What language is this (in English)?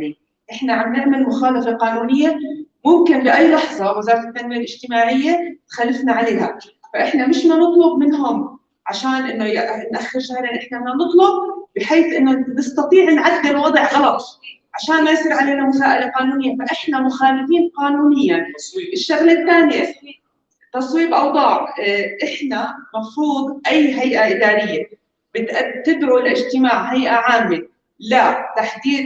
North Levantine Arabic